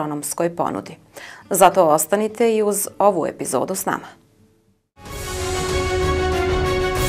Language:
Bosnian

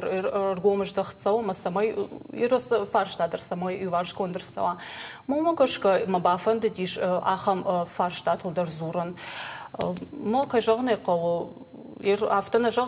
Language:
Ossetic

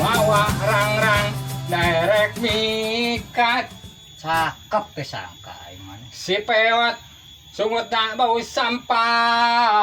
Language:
Sundanese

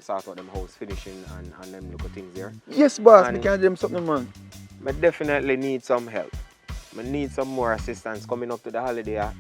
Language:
Jamaican Creole English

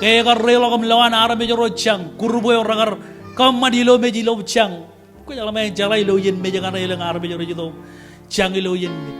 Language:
Marshallese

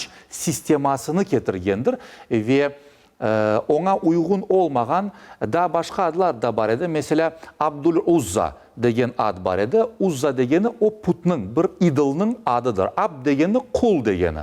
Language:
Crimean Tatar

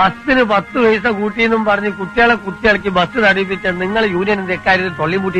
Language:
Malayalam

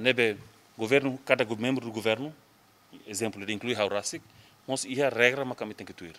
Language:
Tetum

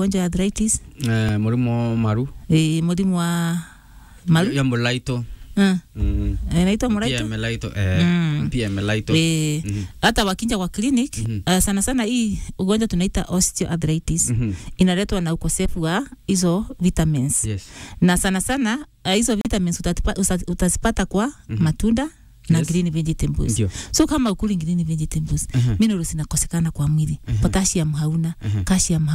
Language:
Swahili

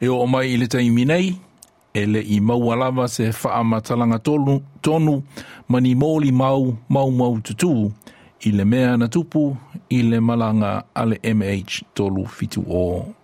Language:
Samoan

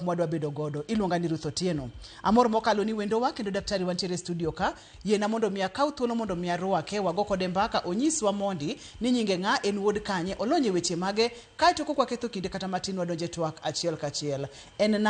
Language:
Luo (Kenya and Tanzania)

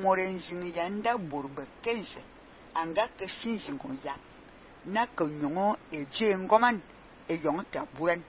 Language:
Fang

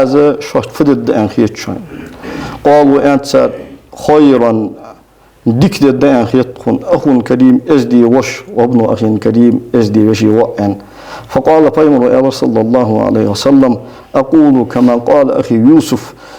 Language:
Ingush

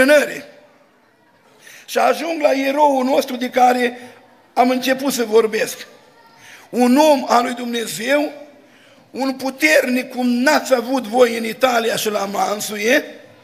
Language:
Romanian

